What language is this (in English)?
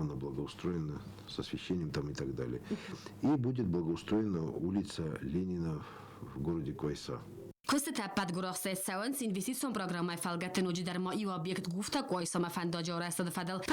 Ossetic